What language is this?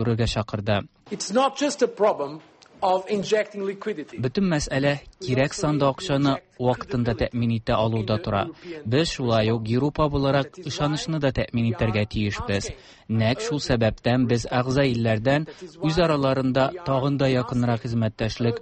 Tatar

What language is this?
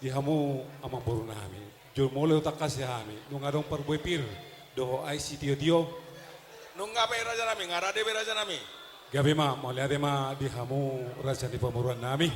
Batak Toba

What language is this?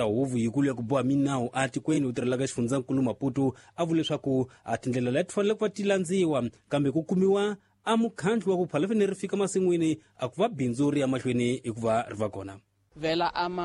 Tsonga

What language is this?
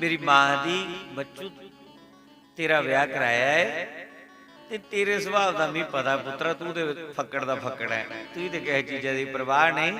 Dogri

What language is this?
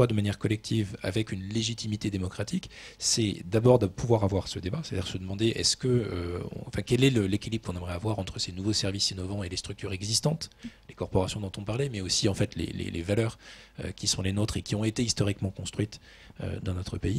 French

